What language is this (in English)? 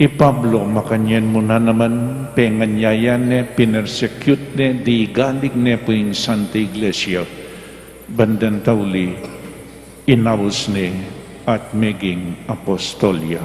Pampanga